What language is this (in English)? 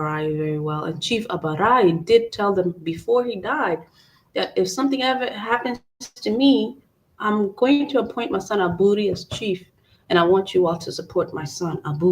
Acoli